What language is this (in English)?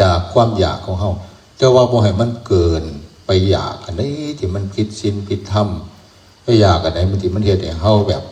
Northeastern Thai